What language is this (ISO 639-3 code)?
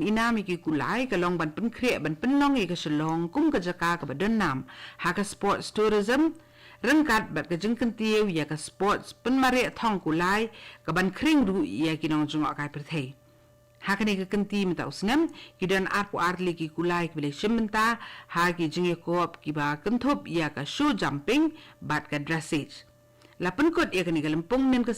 kha